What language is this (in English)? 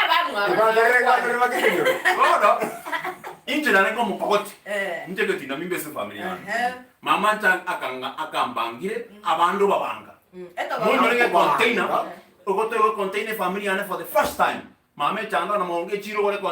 Gusii